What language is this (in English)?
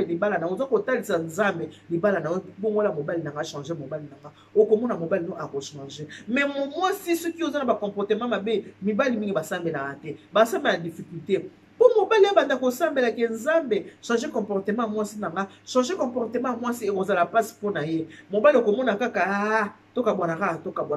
Lingala